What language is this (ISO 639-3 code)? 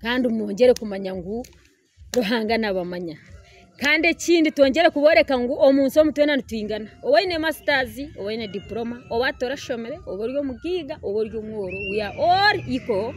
nyn